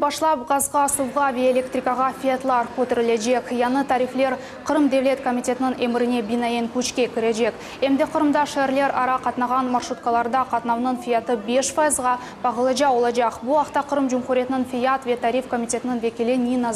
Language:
Crimean Tatar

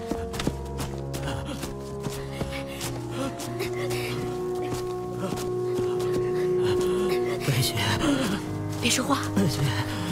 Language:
Chinese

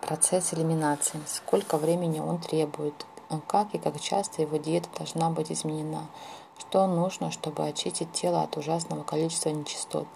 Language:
Russian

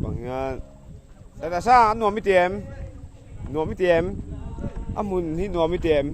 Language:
Mizo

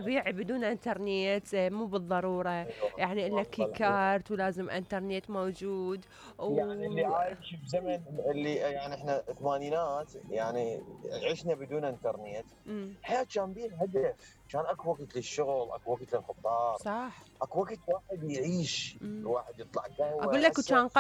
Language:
Mesopotamian Arabic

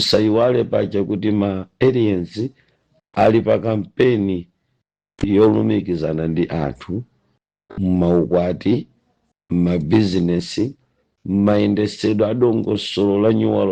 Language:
Nyanja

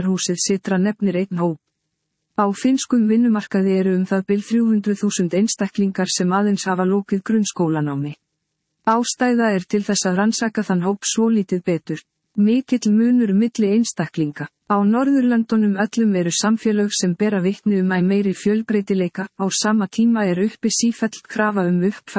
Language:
Icelandic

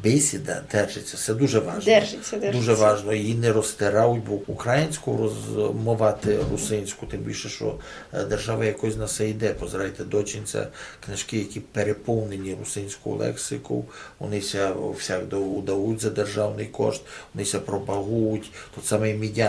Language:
Rusyn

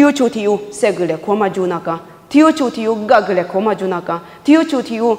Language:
Lisu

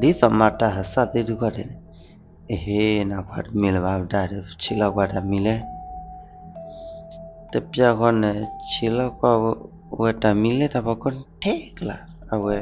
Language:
S'gaw Karen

